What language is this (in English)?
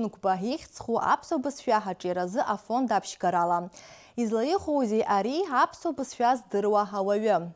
Abkhazian